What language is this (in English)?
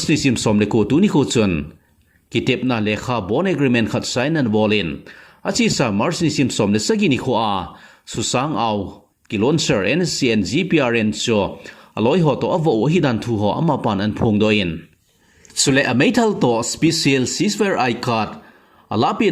Thado Chin